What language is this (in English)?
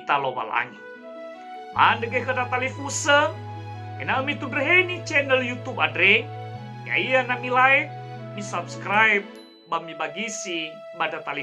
Nias